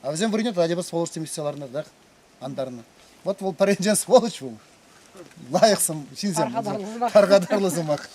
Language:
Chuvash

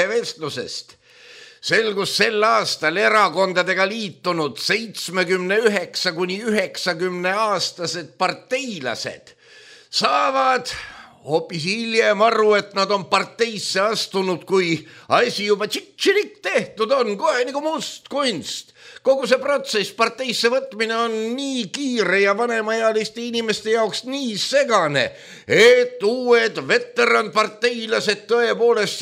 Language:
Estonian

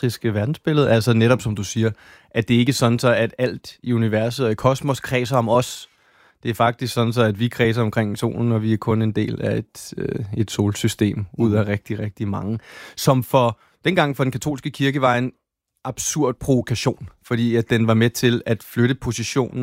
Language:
Danish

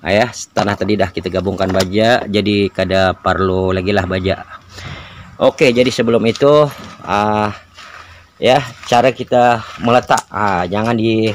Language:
Banjar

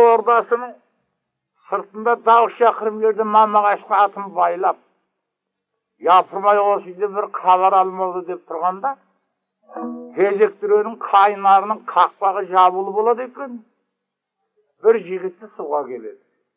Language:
Kazakh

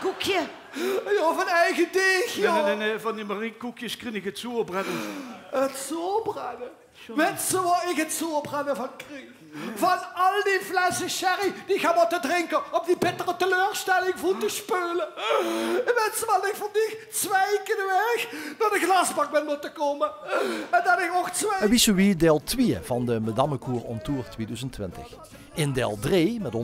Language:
Limburgish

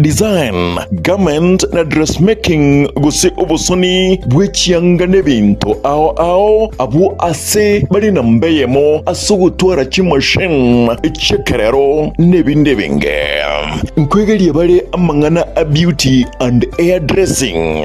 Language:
Gusii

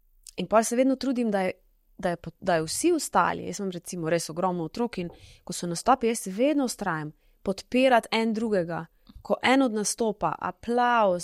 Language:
Slovenian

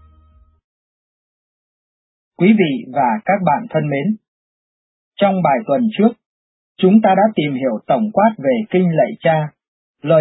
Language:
Vietnamese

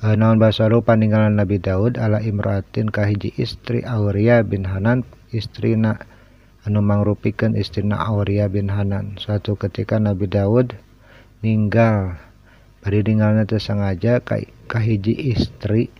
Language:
Sundanese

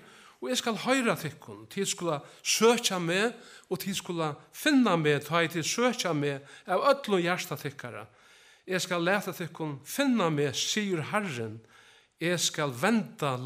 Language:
Faroese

